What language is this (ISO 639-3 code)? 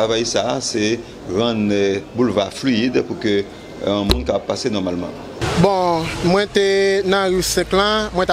hat